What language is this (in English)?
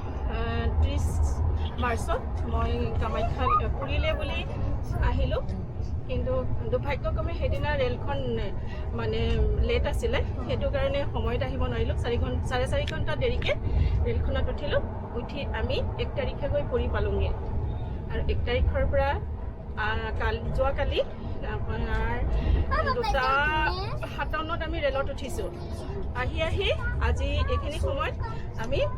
Assamese